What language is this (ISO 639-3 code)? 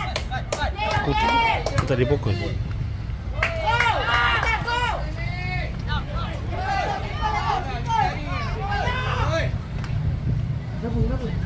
msa